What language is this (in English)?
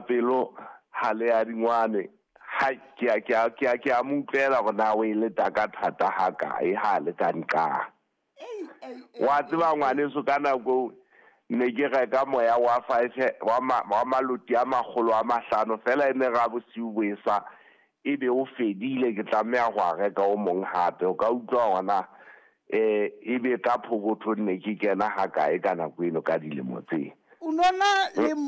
Southern Sotho